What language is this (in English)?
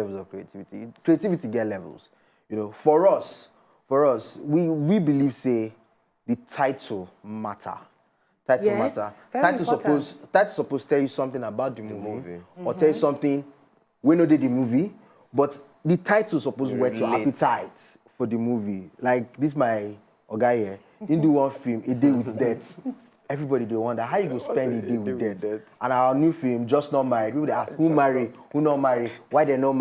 Nigerian Pidgin